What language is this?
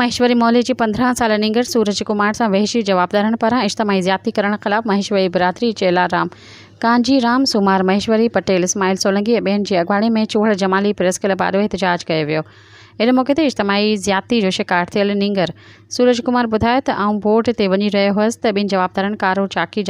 Sindhi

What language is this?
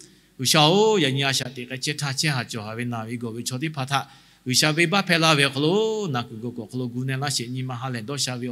Lahu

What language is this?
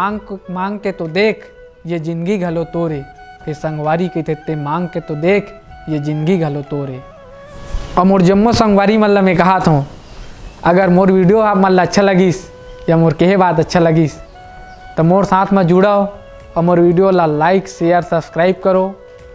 Chhattisgarhi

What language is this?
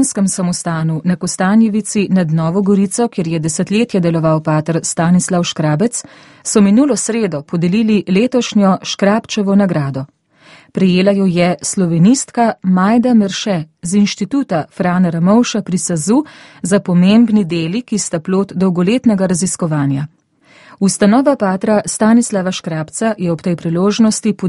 Slovenian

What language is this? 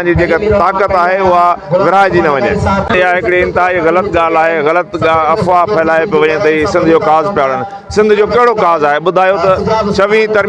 Sindhi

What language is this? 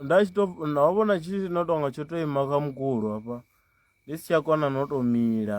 Venda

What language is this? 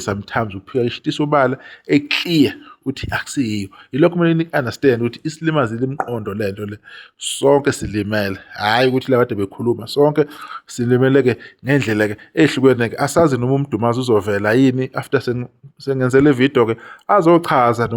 Zulu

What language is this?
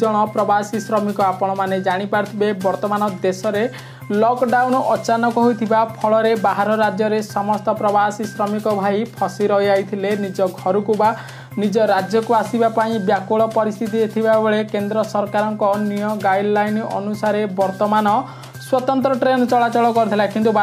Odia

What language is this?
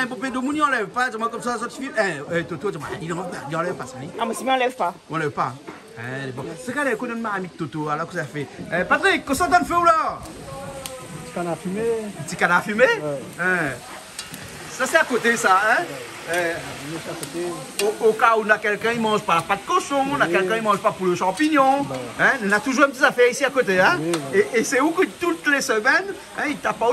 Réunion Creole French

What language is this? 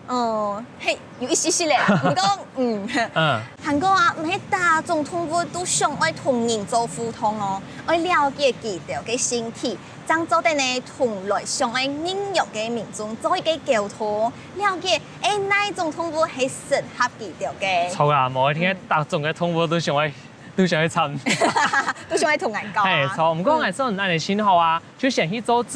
Hakka Chinese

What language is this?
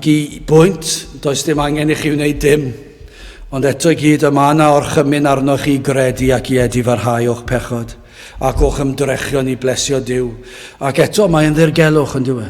Welsh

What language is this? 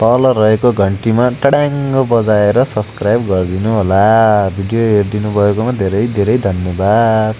Nepali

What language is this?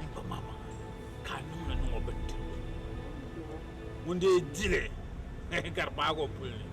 Dagbani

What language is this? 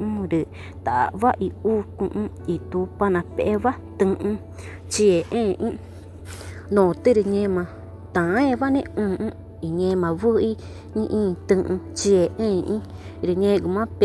Ticuna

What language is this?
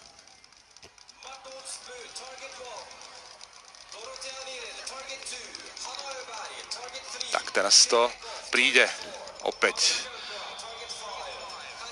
Slovak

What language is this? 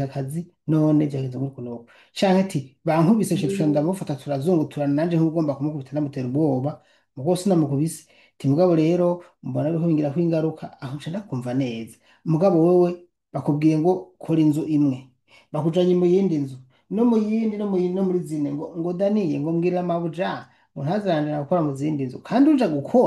Rundi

